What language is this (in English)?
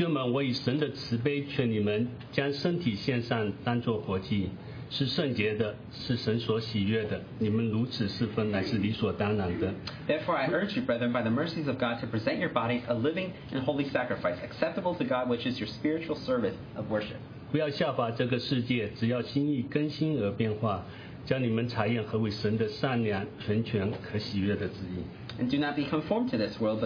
Chinese